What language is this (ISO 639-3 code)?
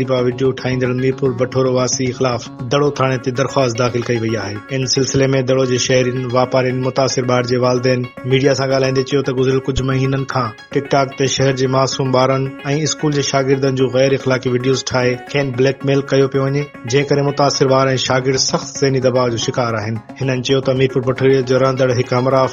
snd